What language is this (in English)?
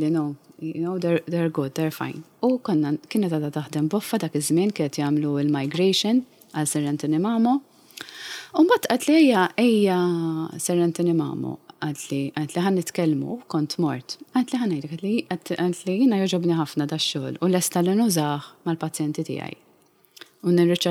Maltese